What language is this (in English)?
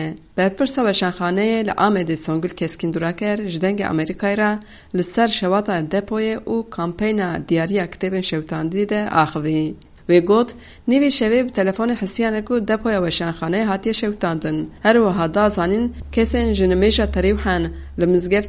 Kurdish